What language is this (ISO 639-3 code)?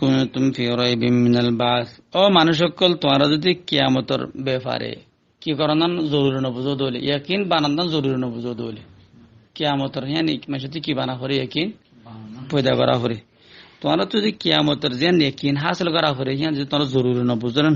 rhg